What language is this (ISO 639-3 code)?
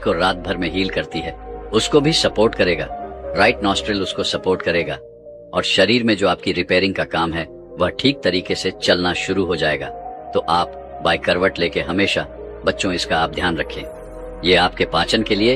hin